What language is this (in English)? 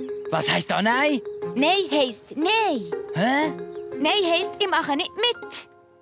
Swiss German